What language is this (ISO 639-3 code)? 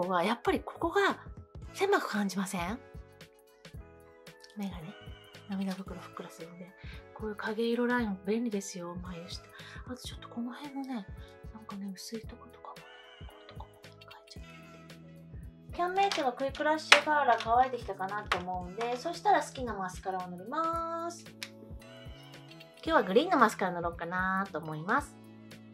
jpn